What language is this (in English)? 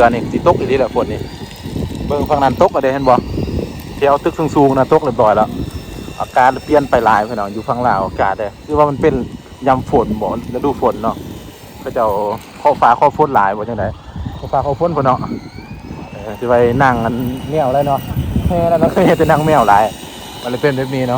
Lao